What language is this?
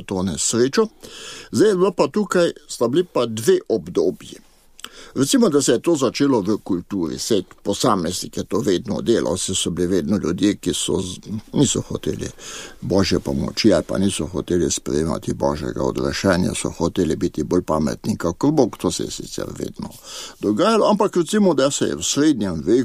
Slovenian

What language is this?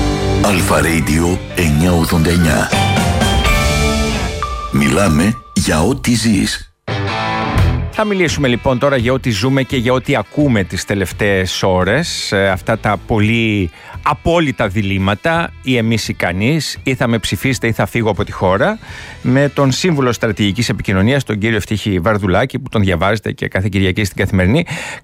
Greek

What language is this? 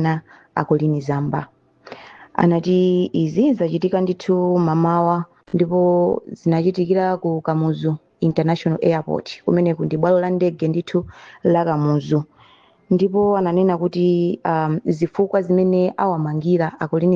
Nyanja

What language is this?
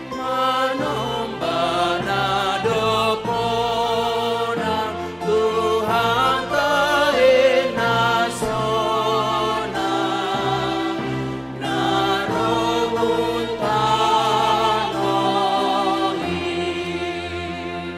Batak Simalungun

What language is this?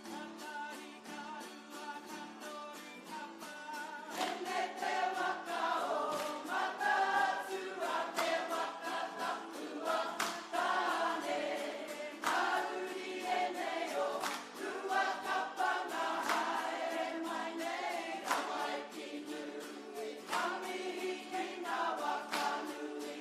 Māori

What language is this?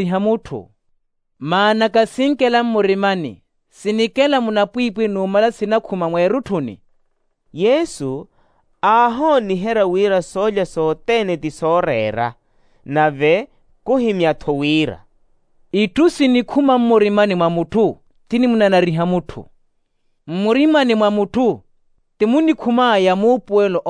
Makhuwa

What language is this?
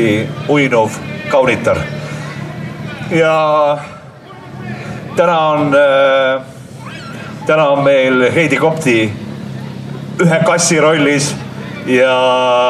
Estonian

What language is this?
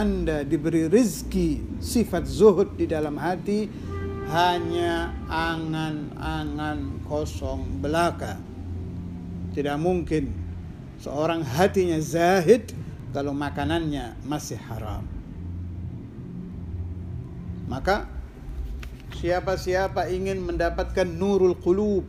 Indonesian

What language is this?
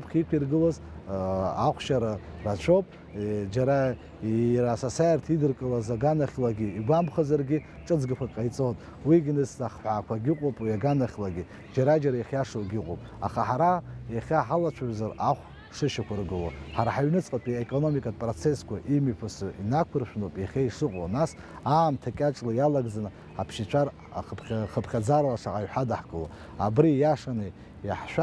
Abkhazian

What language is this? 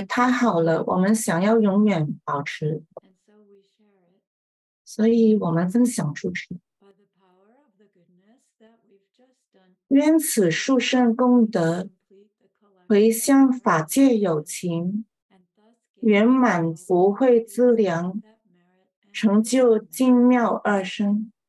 Chinese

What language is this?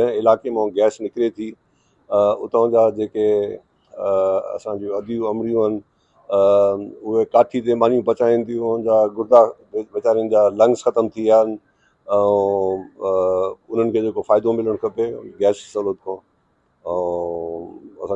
Sindhi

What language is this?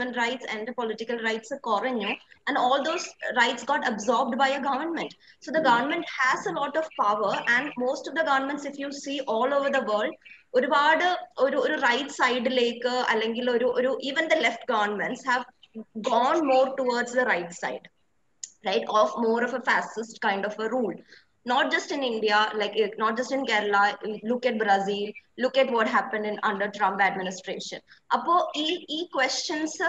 Malayalam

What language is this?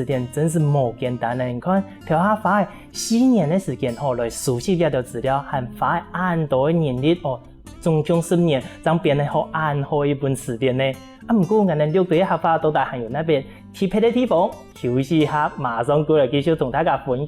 Hakka Chinese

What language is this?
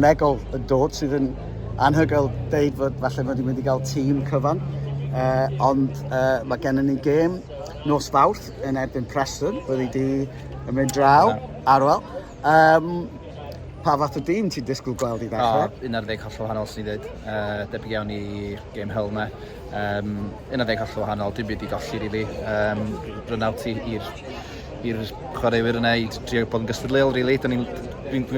Welsh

